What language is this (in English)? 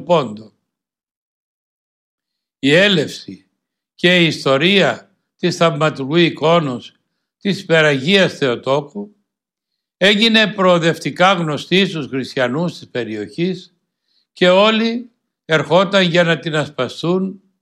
Greek